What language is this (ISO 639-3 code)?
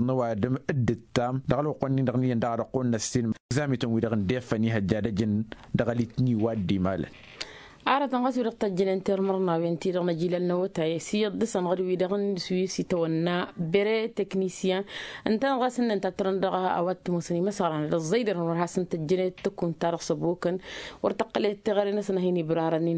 taq